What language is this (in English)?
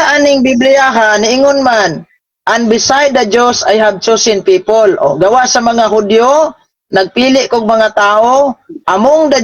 Cebuano